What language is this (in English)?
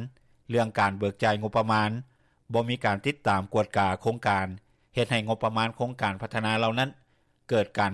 Lao